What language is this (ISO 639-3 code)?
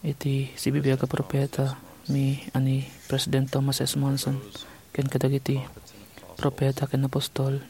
ilo